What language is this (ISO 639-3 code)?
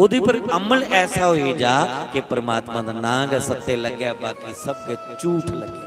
doi